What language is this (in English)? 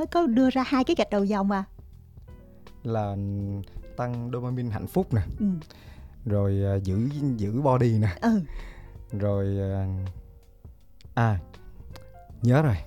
Vietnamese